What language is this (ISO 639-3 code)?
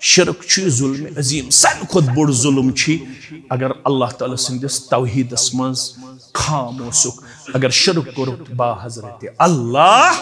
kas